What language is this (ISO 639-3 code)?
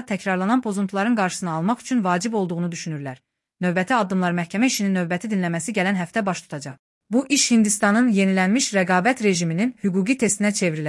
aze